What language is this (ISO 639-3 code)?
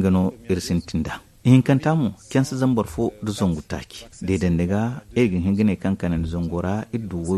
dje